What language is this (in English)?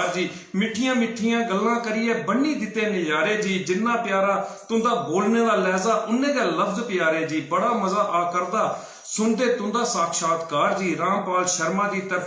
Dogri